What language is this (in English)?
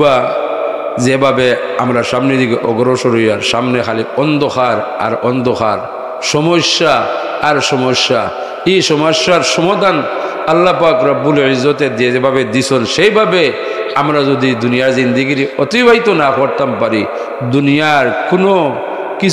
Sylheti